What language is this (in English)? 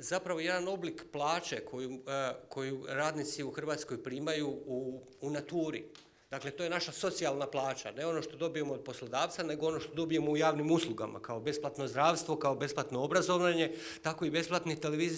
Croatian